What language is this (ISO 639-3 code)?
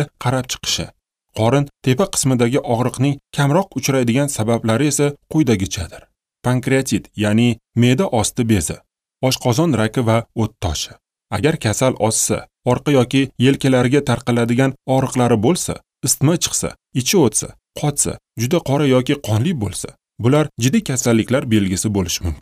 uzb